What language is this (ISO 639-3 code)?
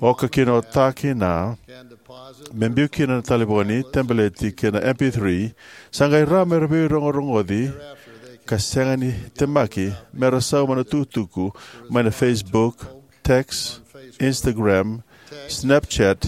fij